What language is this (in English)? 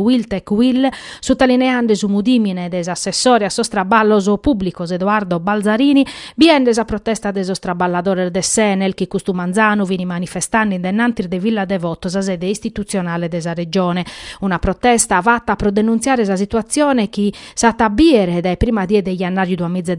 Sardinian